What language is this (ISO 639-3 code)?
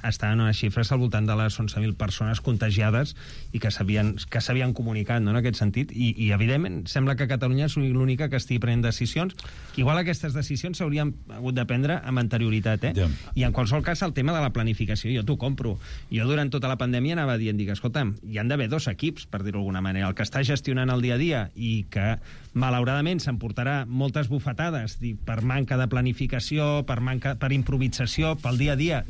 cat